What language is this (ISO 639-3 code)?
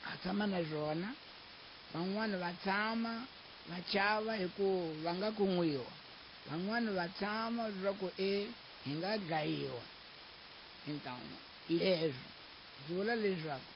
tso